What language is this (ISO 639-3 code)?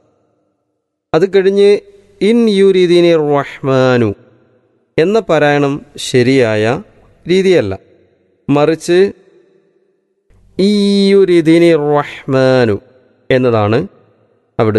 mal